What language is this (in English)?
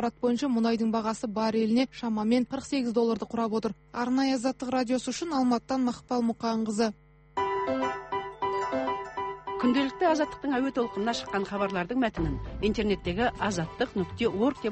Kazakh